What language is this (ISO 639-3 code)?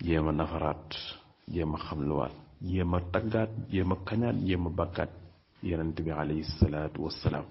wol